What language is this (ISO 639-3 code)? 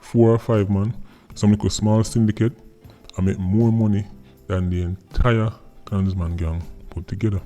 jam